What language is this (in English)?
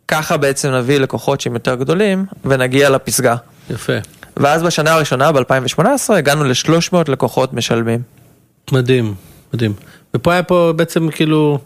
Hebrew